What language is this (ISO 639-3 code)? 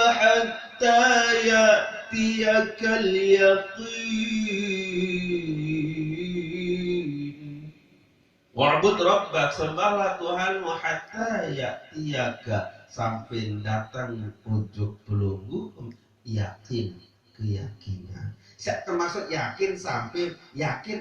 sas